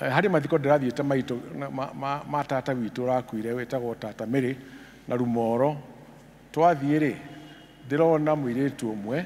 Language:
Kikuyu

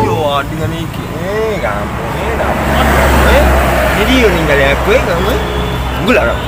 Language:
Musi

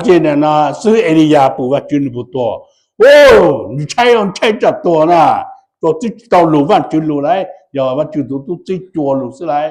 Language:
Hmong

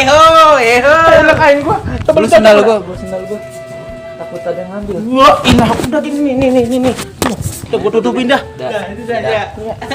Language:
Betawi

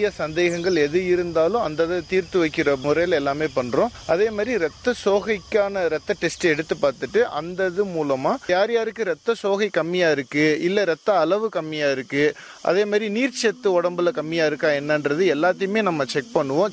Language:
Tamil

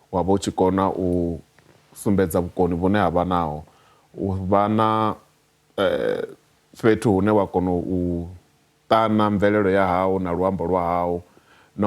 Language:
Venda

